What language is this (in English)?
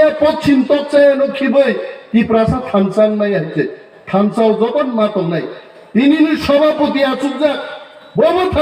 Kok Borok